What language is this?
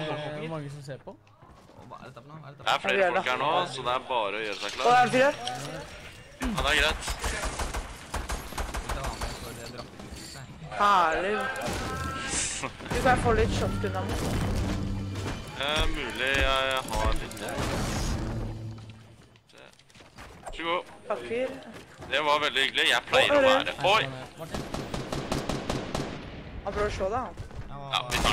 Norwegian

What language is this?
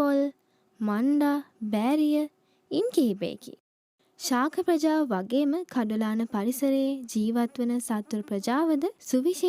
Sinhala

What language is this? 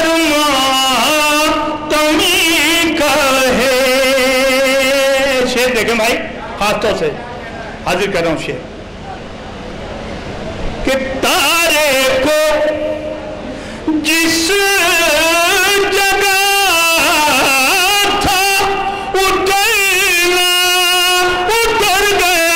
Urdu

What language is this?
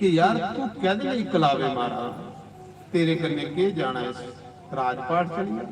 Dogri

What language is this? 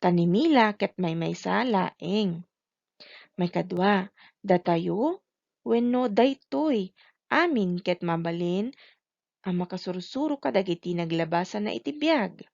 Iloko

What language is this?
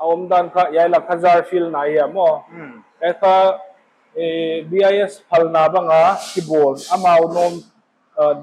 Paite Chin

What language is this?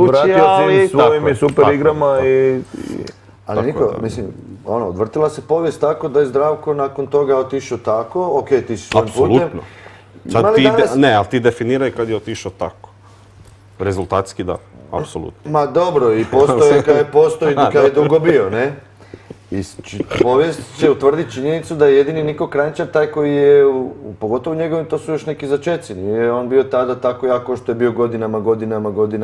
Croatian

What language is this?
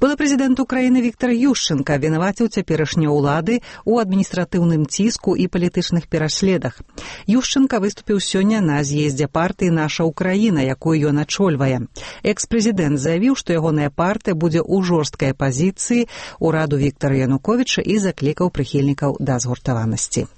Belarusian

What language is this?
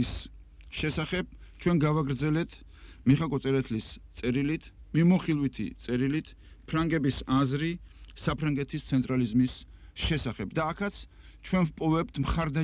Georgian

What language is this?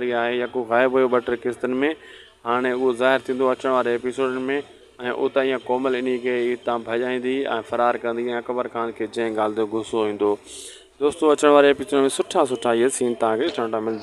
Sindhi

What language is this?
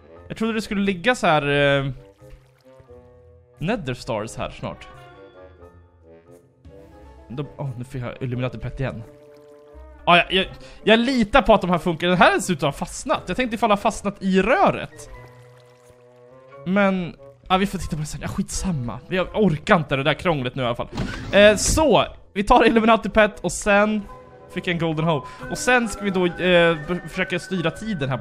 Swedish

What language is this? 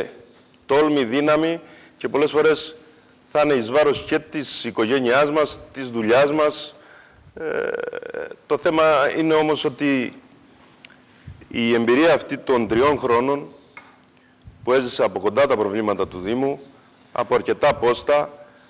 Greek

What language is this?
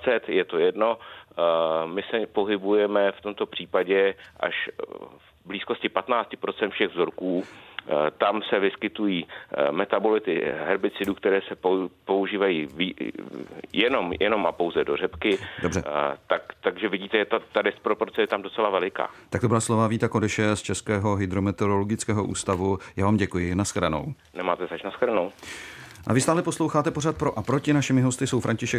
Czech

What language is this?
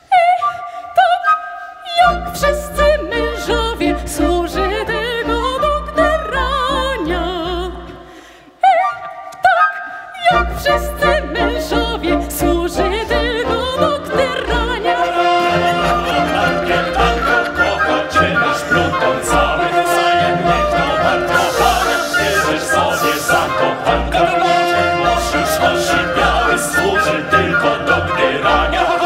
Polish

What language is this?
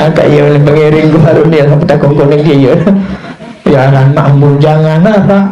Sasak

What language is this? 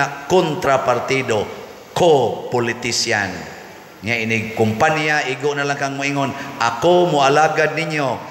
Cebuano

